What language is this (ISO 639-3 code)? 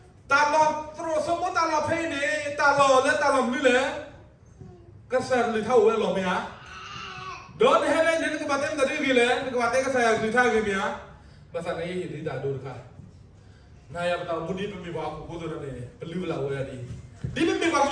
ksw